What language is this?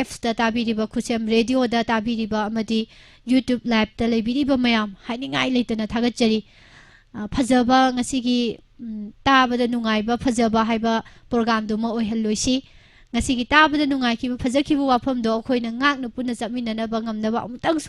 Manipuri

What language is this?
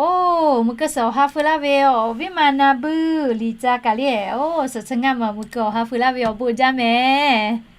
Lahu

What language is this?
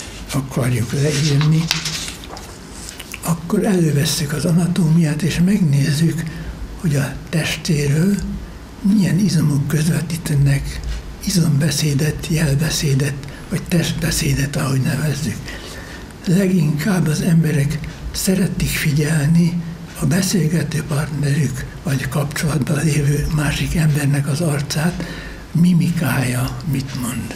Hungarian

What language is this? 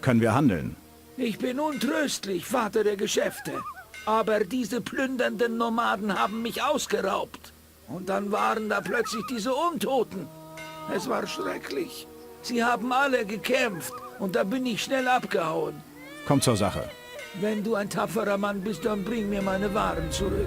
Bavarian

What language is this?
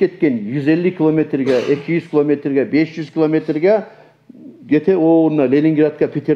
Kumyk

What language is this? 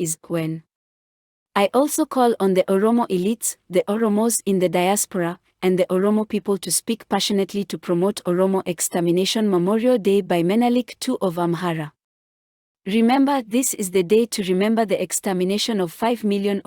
English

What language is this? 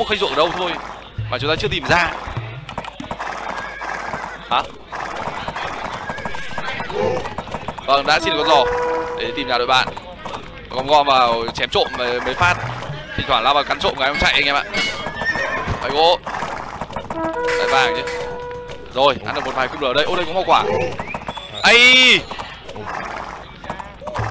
Vietnamese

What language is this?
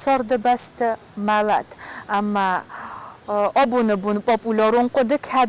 Ossetic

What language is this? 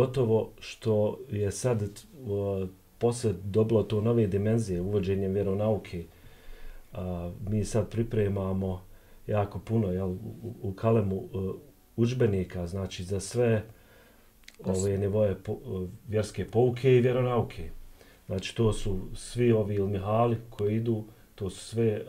Bosnian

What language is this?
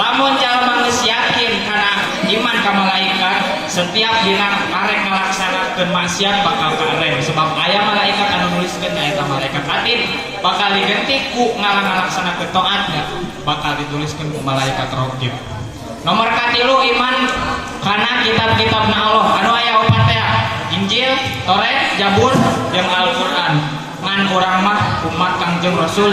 Sundanese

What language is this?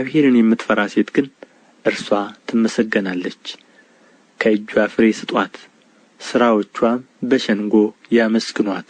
Amharic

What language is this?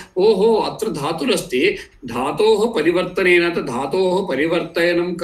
Sanskrit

